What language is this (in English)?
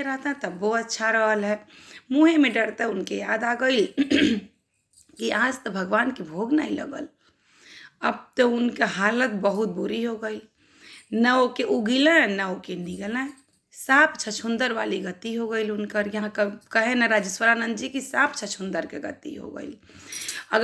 Bhojpuri